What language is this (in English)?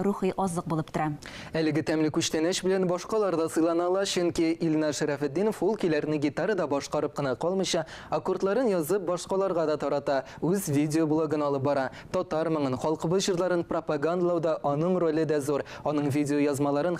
Tatar